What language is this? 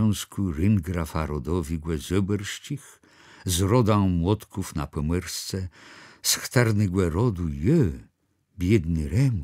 Kashubian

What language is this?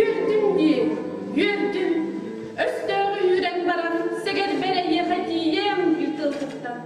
Yakut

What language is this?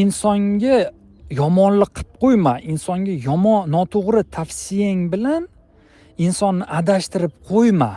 Uzbek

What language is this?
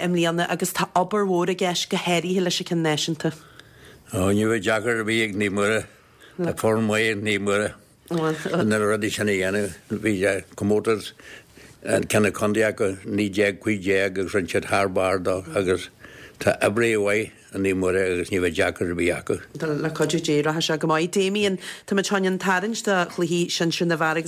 Irish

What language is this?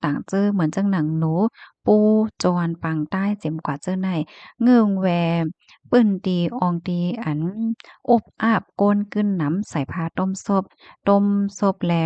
Shan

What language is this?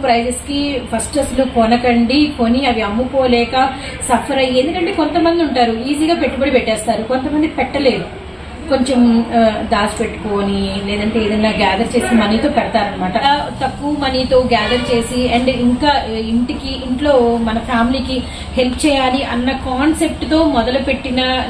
Telugu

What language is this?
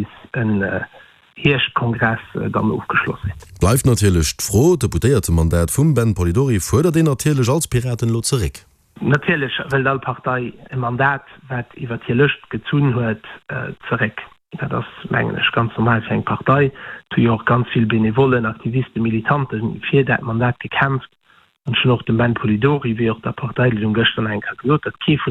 Luxembourgish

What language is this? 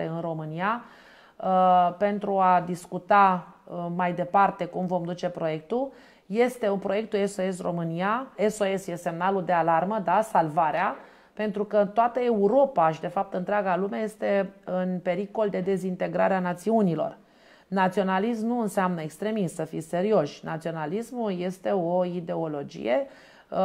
Romanian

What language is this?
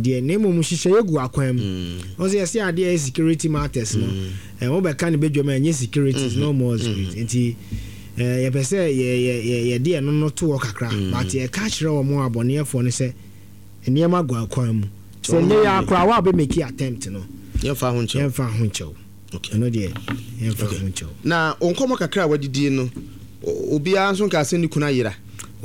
Akan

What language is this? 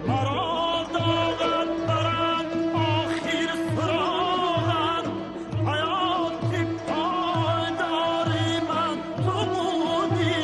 Tajik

